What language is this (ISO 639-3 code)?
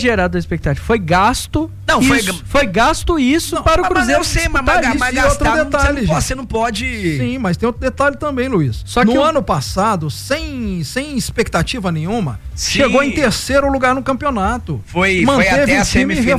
por